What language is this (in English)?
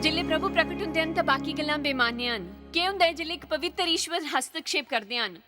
Dogri